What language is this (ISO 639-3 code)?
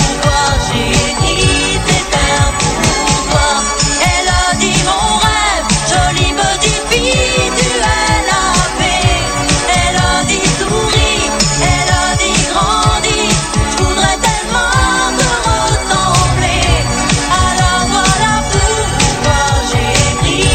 fra